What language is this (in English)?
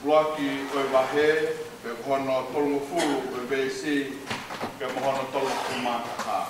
Tongan